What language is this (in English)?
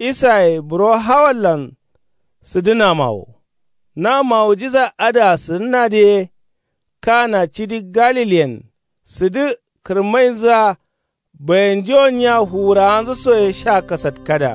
Kanuri